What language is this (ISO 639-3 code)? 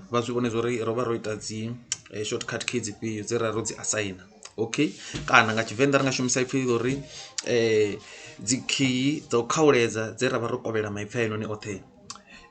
ven